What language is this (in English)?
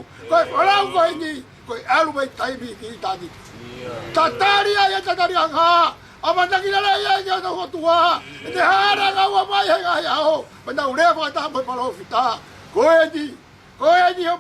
Tongan